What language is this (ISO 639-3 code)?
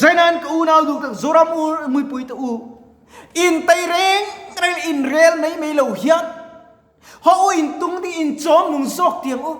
lus